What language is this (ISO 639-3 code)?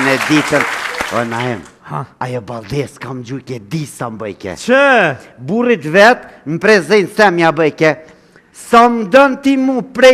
sqi